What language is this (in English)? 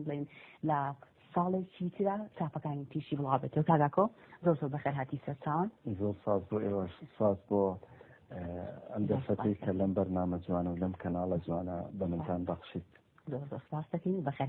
Central Kurdish